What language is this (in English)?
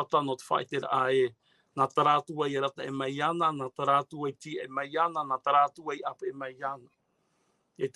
Tahitian